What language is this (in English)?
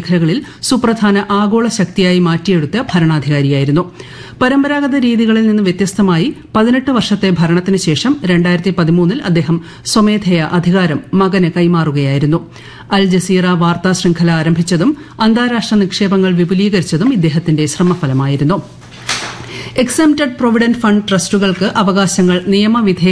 Malayalam